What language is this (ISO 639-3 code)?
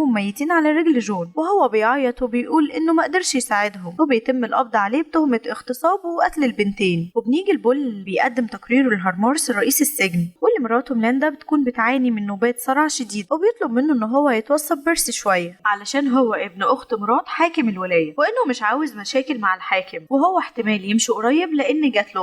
arz